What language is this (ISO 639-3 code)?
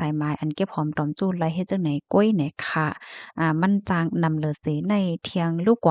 shn